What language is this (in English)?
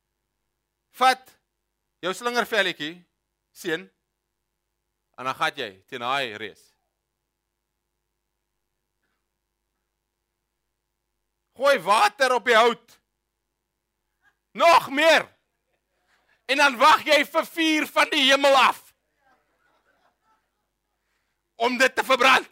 Afrikaans